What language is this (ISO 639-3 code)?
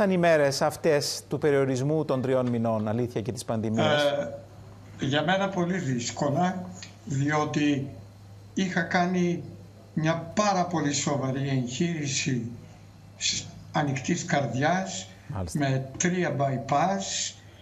ell